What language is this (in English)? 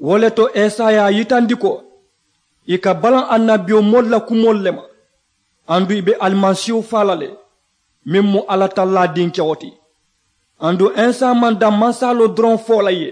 Mandingo